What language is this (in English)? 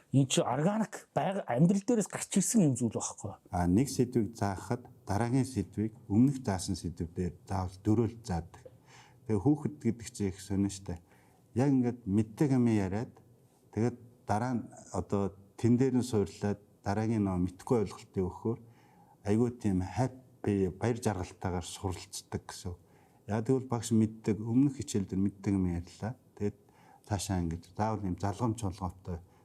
Mongolian